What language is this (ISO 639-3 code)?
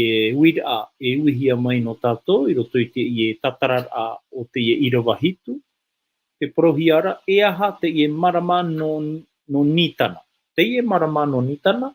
tah